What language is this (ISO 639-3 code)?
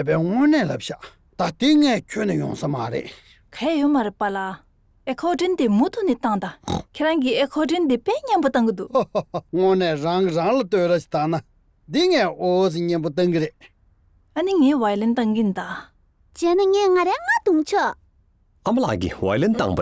bod